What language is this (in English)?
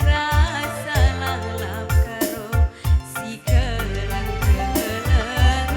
Batak Karo